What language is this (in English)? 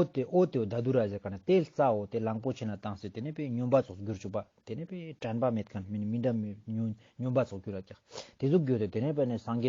Ladakhi